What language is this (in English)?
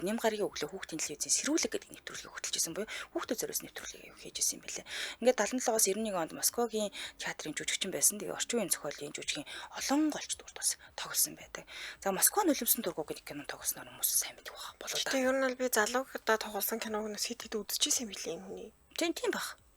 Mongolian